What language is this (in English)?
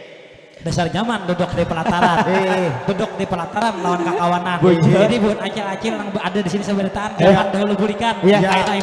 Banjar